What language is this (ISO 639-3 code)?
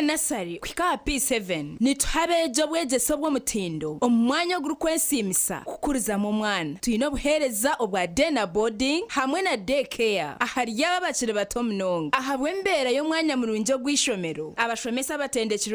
nyn